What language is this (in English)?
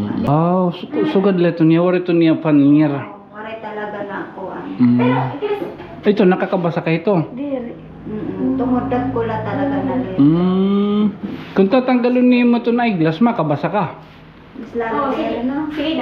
Waray